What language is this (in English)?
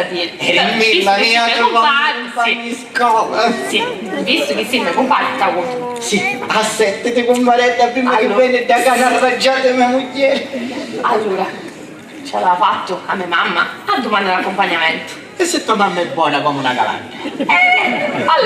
Sicilian